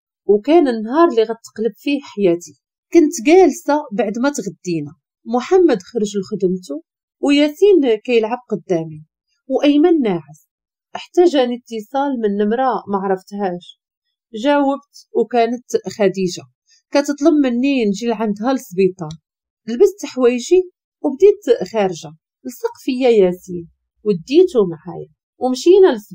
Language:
Moroccan Arabic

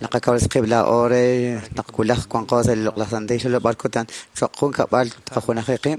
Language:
Kekchí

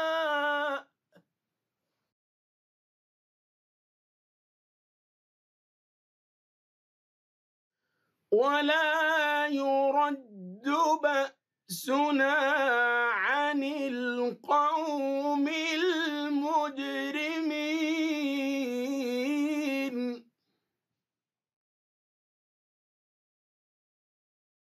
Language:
Arabic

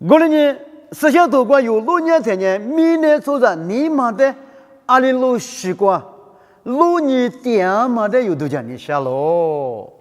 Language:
Lisu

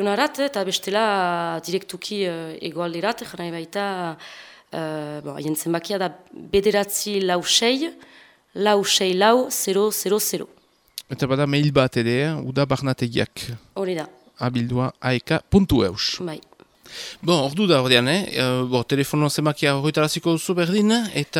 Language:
Basque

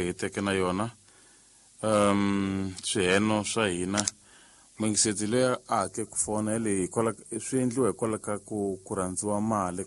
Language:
Tsonga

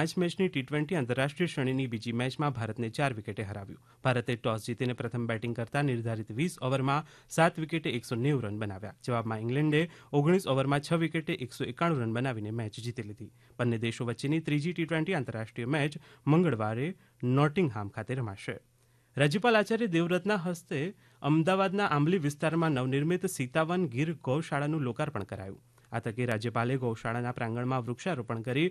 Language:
Gujarati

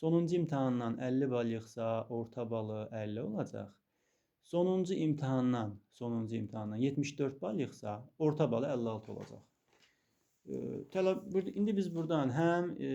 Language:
Azerbaijani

